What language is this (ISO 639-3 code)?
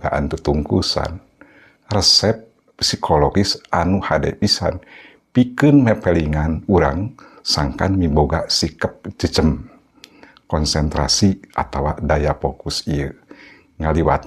sun